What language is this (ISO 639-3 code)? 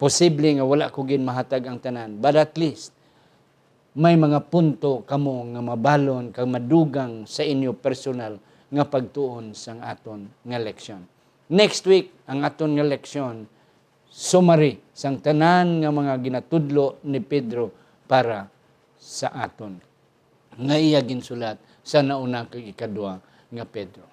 hil